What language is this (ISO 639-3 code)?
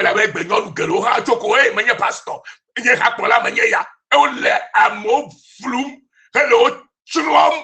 ewe